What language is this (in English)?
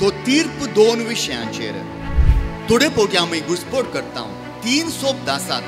Konkani